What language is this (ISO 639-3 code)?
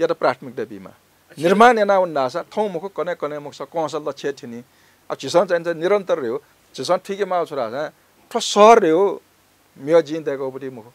new